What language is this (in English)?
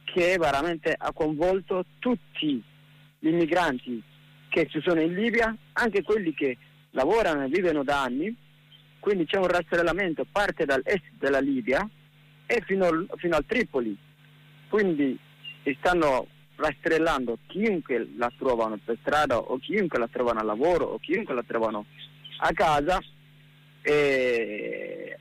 Italian